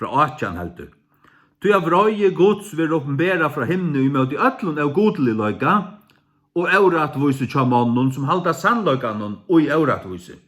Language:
Faroese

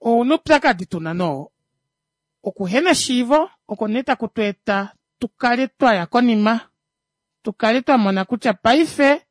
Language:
Kuanyama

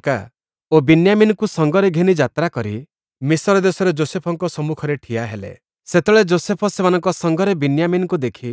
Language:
Odia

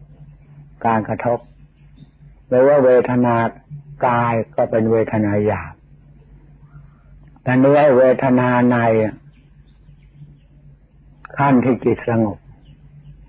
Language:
Thai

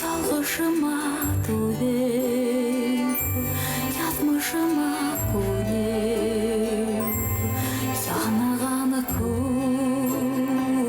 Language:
Bashkir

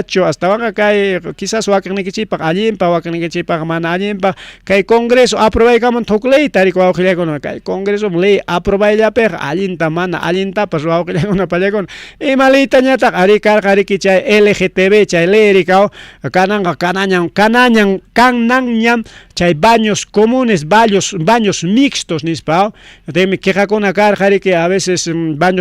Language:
Ayacucho Quechua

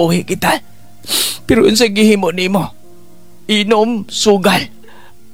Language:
Cebuano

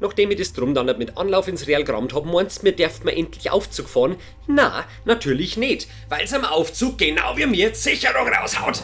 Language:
Bavarian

